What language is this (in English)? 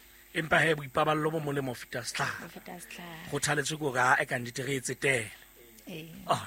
Southern Sotho